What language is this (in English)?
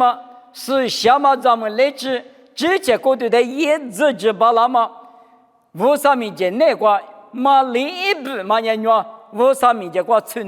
Lisu